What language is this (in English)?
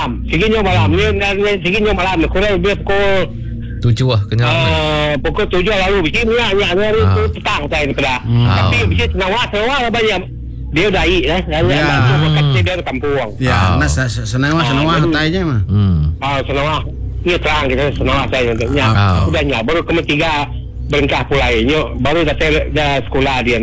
Iban